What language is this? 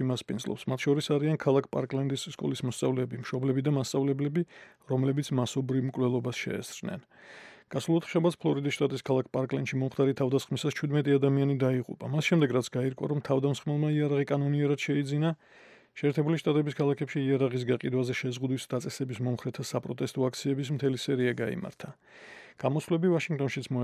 Georgian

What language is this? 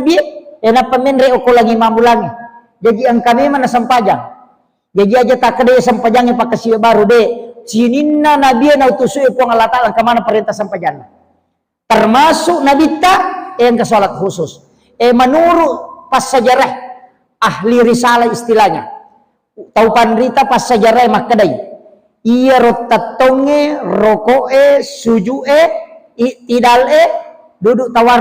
Buginese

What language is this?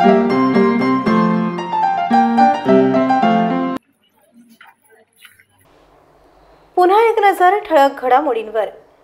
Marathi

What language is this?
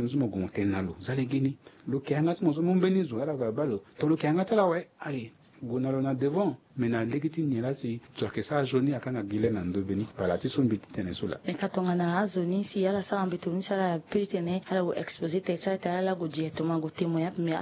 Sango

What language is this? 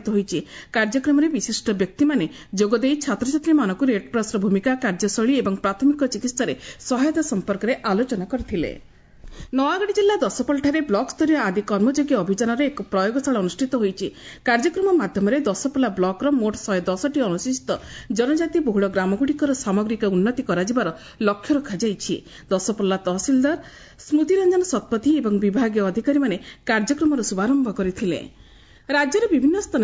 Odia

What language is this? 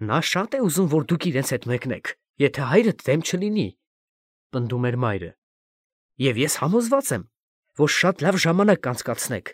Armenian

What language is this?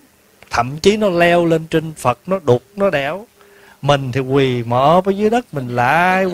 Vietnamese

